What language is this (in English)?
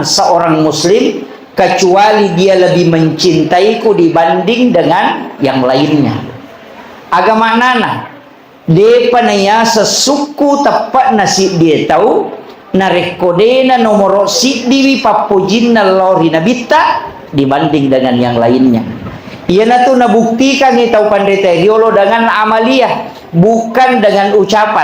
Buginese